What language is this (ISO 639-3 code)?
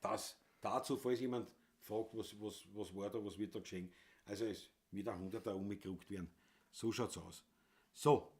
bar